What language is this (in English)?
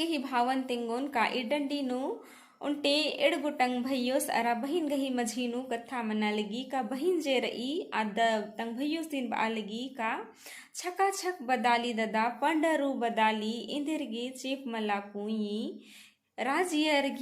Kurukh